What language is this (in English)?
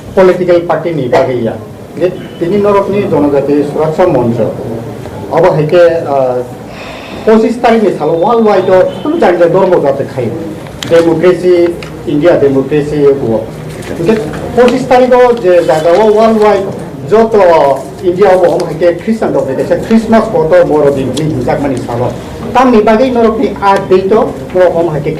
Kok Borok